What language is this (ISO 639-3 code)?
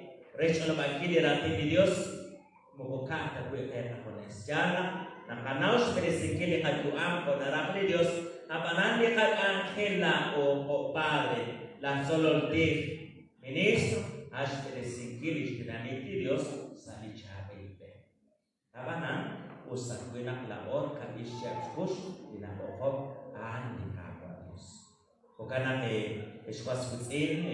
kek